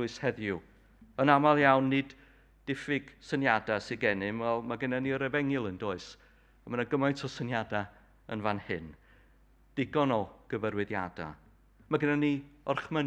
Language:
Welsh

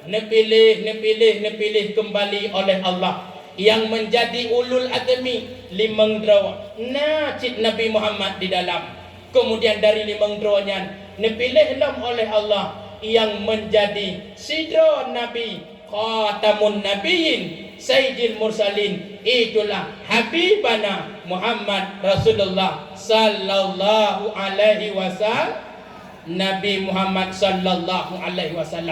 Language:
Achinese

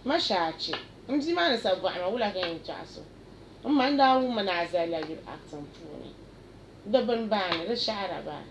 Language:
Dagbani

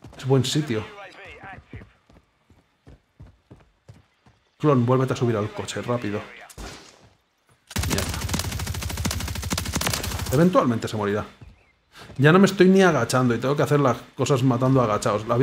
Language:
Spanish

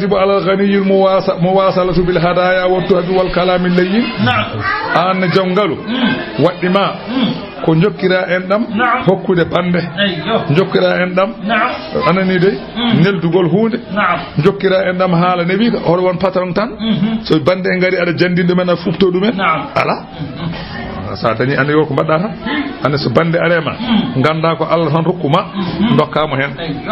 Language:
Fula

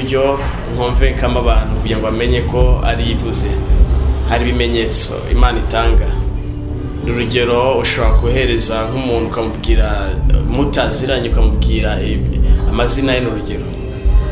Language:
Kinyarwanda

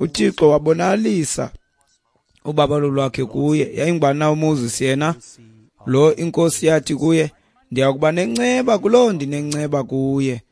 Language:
Xhosa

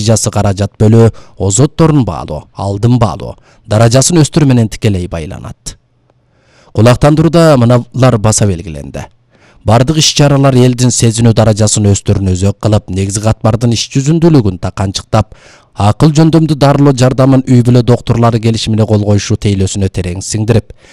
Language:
Kyrgyz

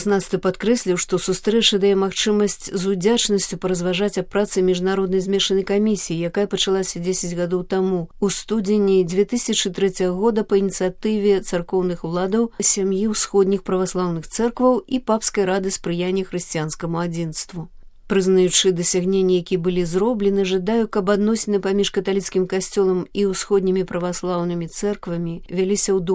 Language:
Belarusian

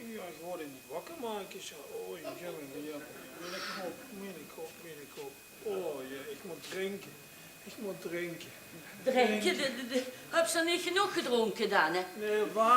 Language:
Limburgish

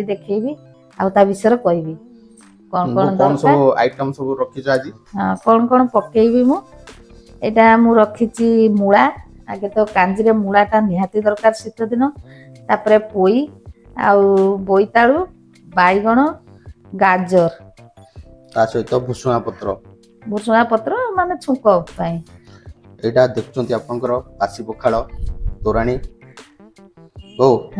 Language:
Odia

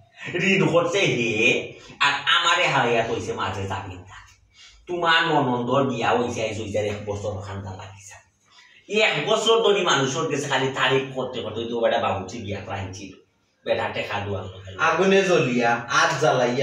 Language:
Sylheti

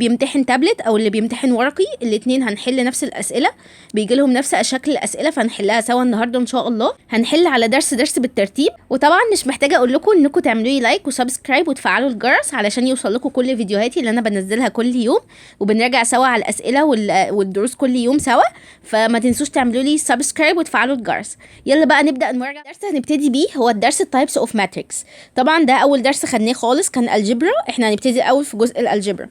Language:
Egyptian Arabic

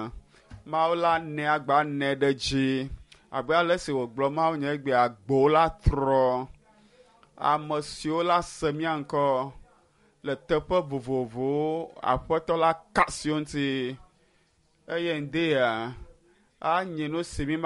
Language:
Ewe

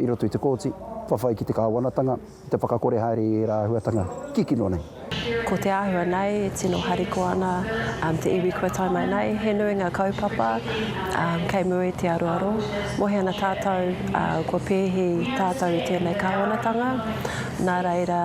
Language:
Māori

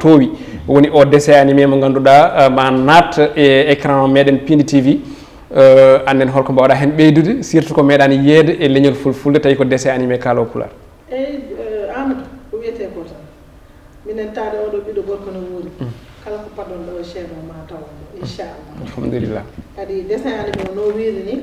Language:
Fula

